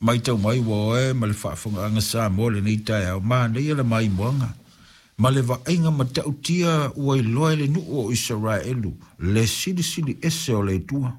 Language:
Samoan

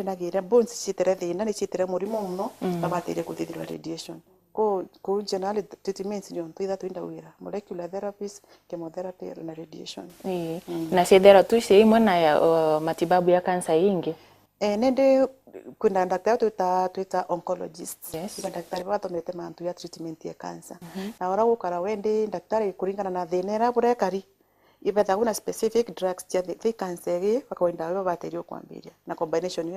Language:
Meru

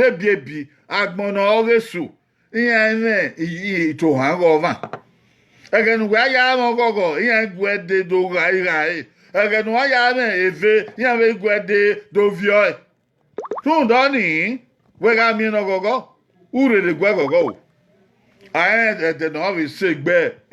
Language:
Bini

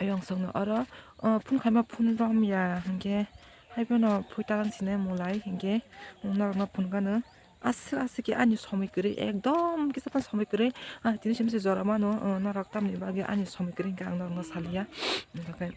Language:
Kok Borok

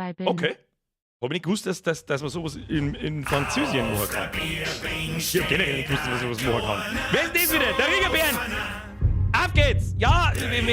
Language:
Bavarian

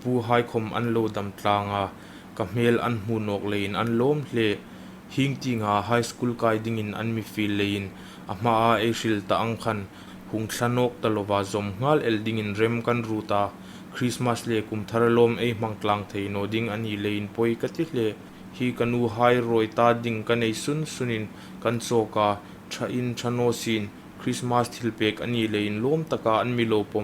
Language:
Hmar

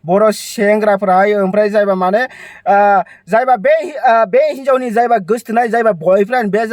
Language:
Bodo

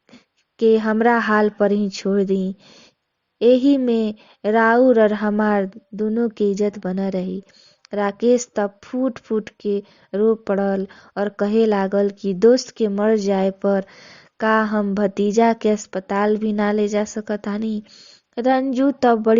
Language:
Bhojpuri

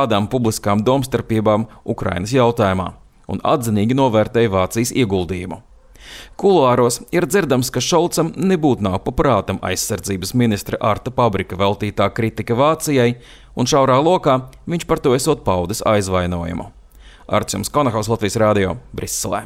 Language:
Latvian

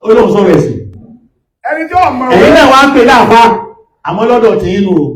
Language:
Yoruba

